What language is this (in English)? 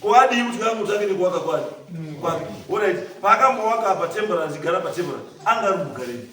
Shona